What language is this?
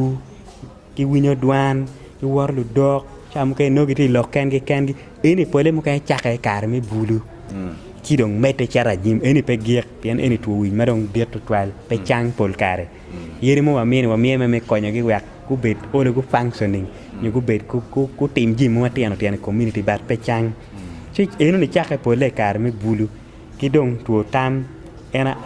Acoli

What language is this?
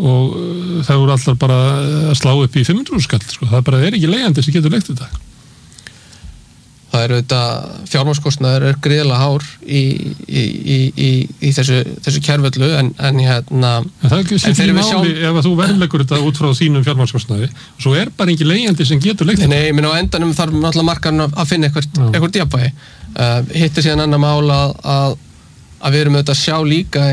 Icelandic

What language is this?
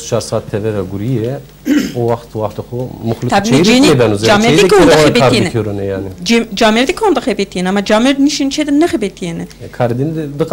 Zaza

